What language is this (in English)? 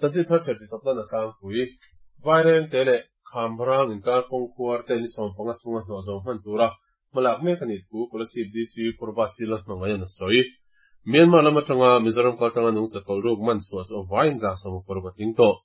Mizo